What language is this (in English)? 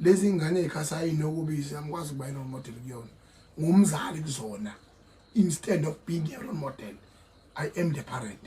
Zulu